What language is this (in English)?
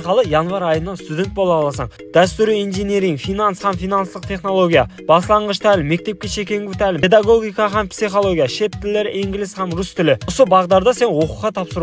Kara-Kalpak